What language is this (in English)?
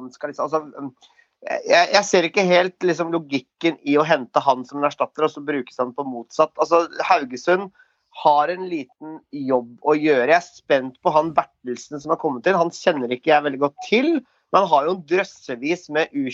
Norwegian